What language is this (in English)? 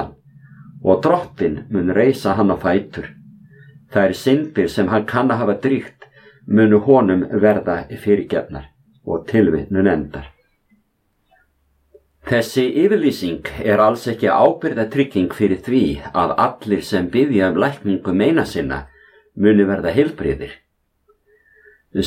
Icelandic